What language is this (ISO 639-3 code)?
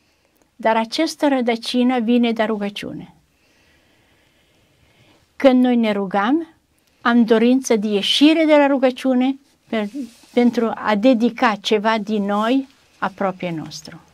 ron